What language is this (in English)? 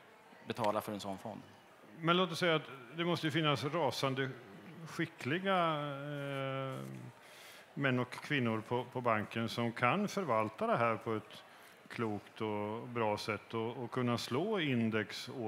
Swedish